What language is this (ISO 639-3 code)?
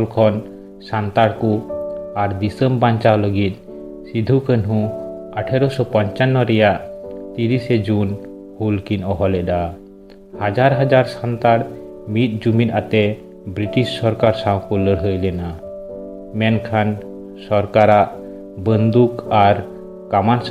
sat